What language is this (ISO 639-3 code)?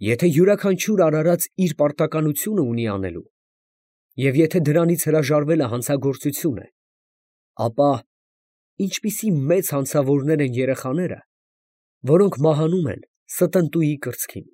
hye